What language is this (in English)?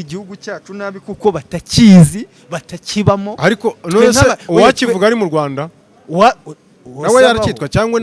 Kinyarwanda